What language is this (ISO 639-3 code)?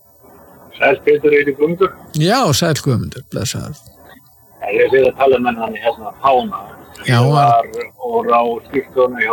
isl